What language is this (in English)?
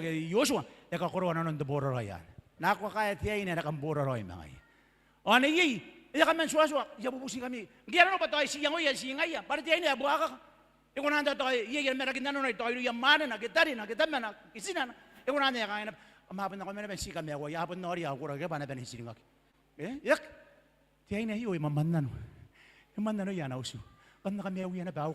Gilbertese